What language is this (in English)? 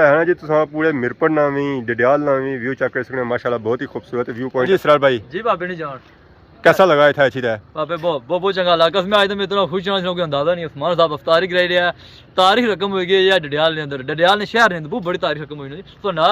Pahari-Potwari